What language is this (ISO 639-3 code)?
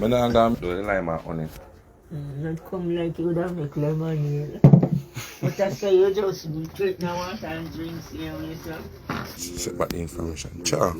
jam